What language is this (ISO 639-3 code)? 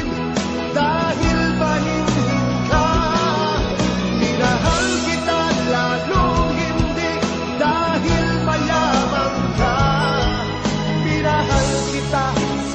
fil